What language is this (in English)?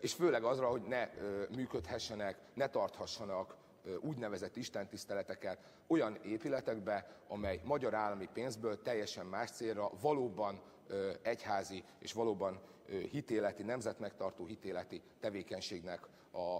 Hungarian